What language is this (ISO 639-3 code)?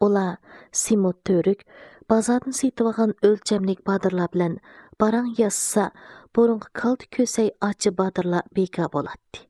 uig